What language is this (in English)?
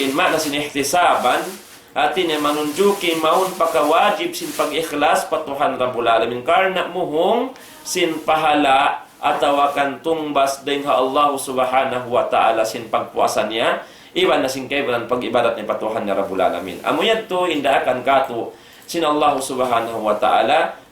Tausug